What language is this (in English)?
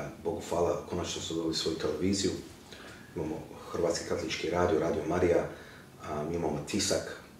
Croatian